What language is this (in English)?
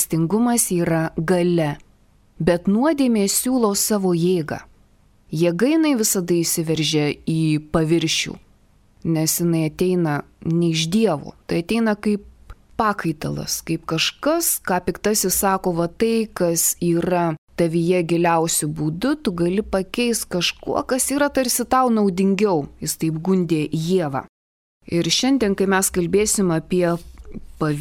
Lithuanian